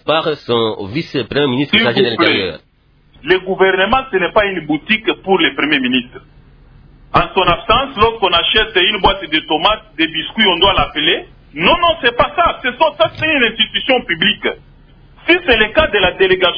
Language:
French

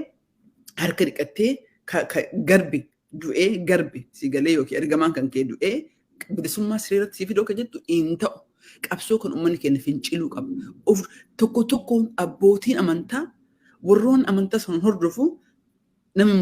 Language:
Oromo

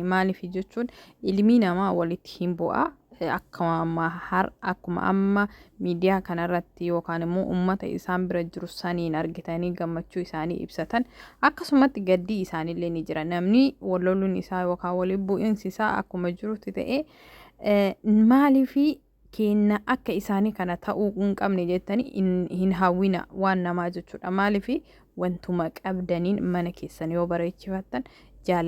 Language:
Oromo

